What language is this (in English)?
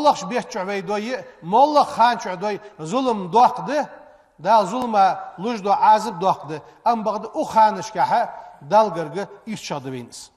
Ingush